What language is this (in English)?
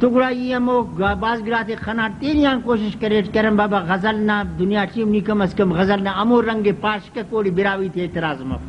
Brahui